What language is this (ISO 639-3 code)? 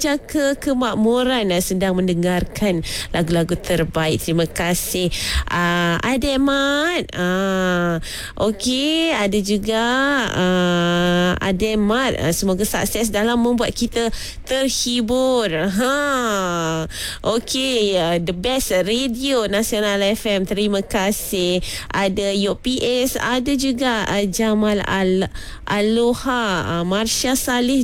msa